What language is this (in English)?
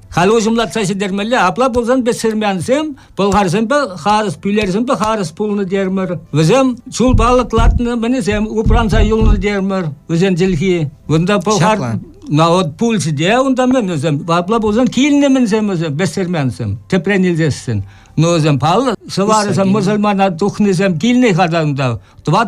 Chuvash